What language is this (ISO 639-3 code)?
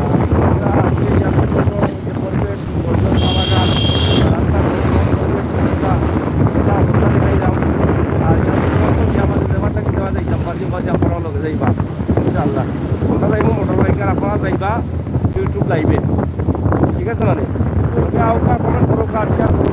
syl